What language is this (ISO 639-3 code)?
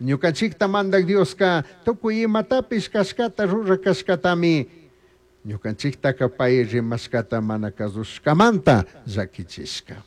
qug